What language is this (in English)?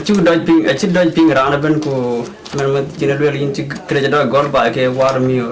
Dinka